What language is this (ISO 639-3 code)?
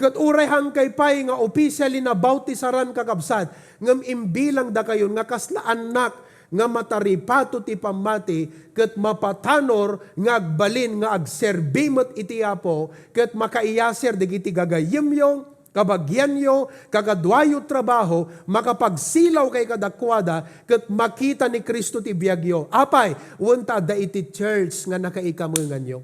ilo